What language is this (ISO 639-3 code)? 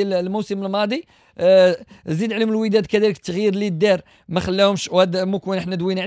ary